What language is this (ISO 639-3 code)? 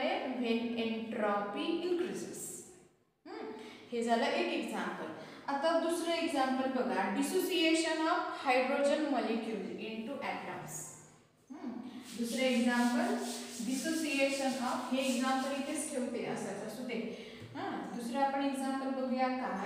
mar